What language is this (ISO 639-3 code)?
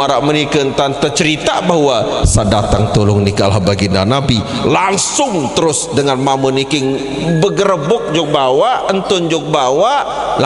sas